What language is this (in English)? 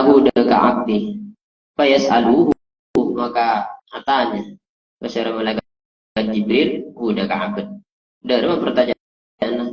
Madurese